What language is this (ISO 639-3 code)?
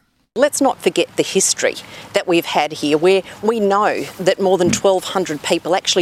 mkd